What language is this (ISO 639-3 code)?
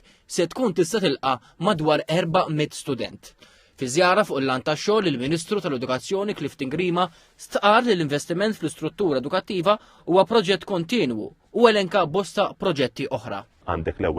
mlt